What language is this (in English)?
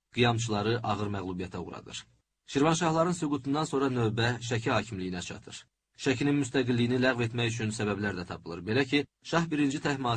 Azerbaijani